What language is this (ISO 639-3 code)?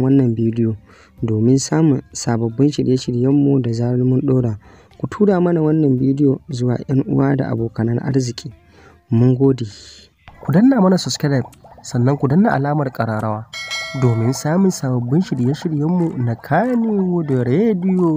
hau